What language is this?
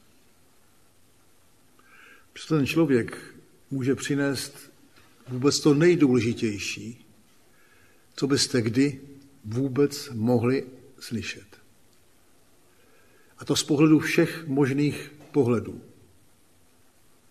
Czech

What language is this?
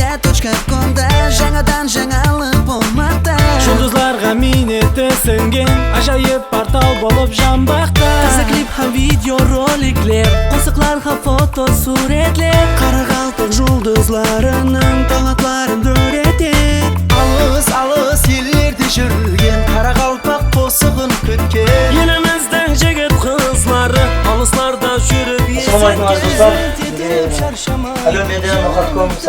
Kara-Kalpak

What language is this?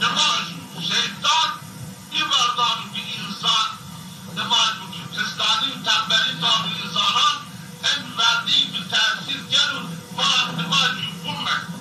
Zaza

